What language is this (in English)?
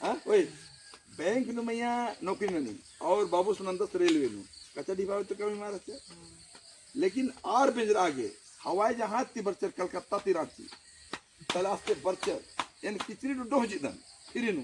Kurukh